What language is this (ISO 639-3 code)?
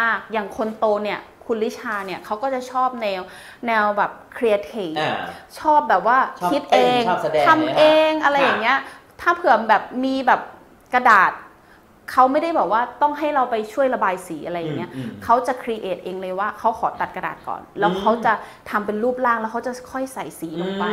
tha